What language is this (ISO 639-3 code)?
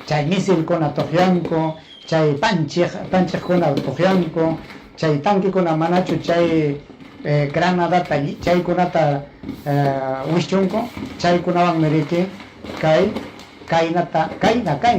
quy